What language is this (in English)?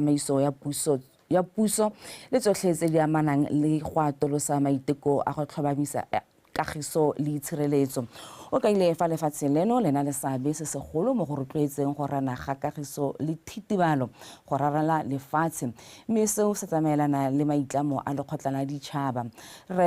Tswana